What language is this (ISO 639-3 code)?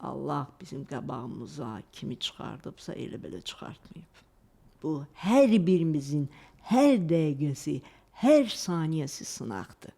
aze